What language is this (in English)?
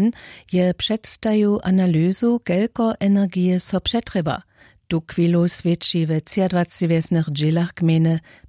Upper Sorbian